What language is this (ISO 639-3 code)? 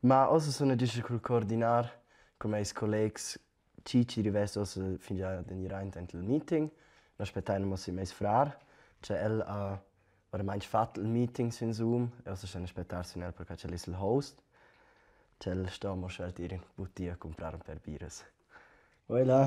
roh